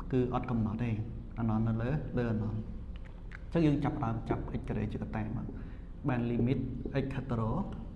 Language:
Khmer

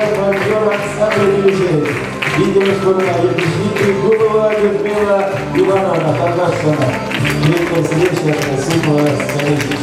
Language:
Chuvash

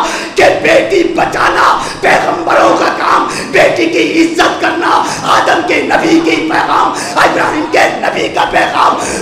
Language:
Urdu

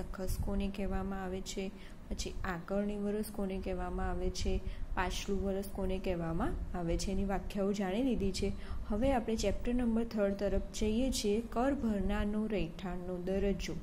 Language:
Gujarati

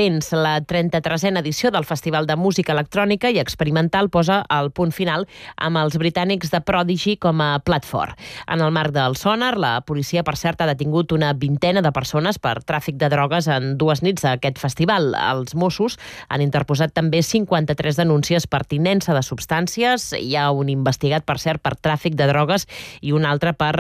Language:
Catalan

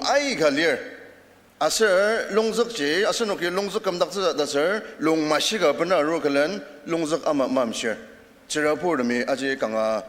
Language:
Ao Naga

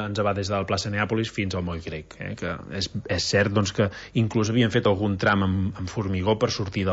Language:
Catalan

